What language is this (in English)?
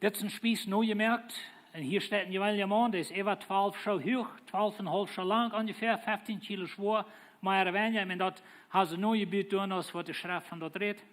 Plautdietsch